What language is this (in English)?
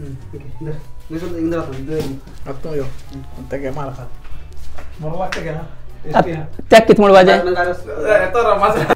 Konkani